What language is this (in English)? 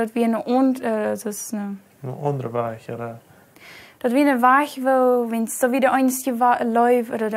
Plautdietsch